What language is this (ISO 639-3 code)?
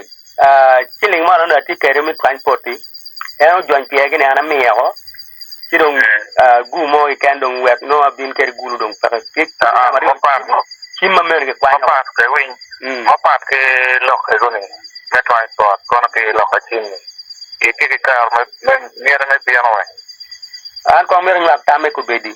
ach